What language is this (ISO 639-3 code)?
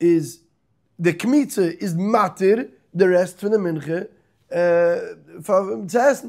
yid